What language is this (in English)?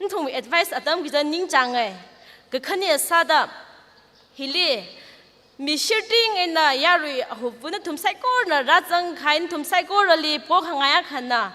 Tangkhul Naga (India)